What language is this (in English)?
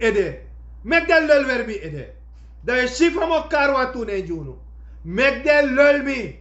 Sranan Tongo